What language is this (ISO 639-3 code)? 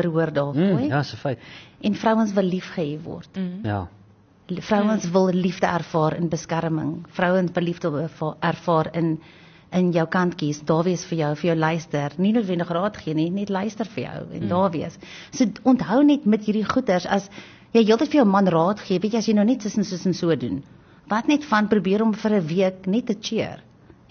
afr